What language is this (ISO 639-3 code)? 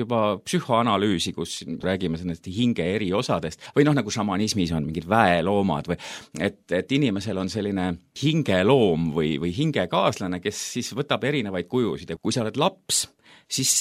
est